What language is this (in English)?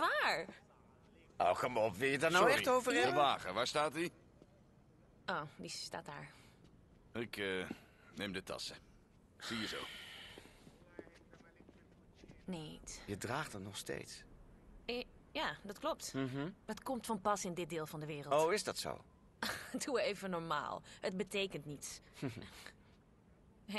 Dutch